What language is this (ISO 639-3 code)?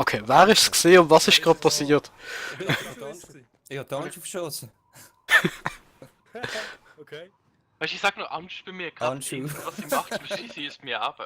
gsw